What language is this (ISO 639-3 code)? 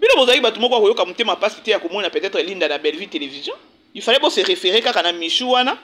lin